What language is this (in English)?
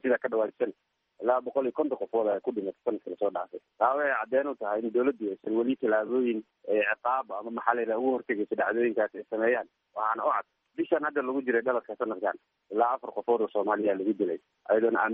Somali